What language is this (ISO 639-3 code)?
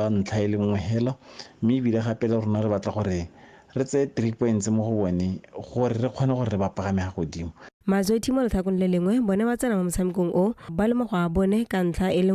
tsn